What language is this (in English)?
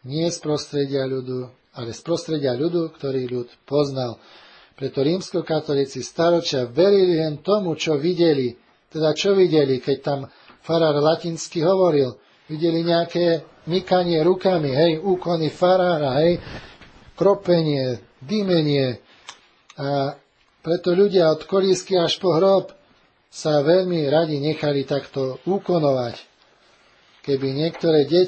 Slovak